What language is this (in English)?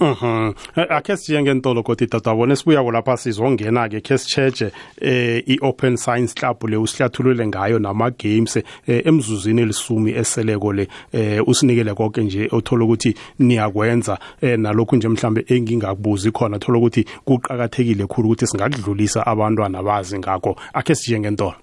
South Ndebele